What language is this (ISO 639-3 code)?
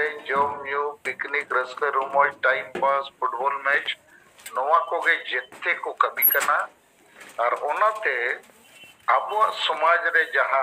sat